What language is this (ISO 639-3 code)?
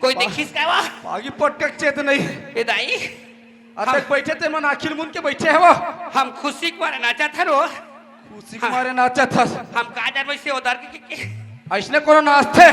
hne